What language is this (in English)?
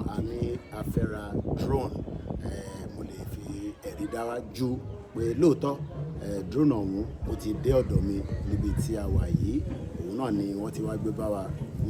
Yoruba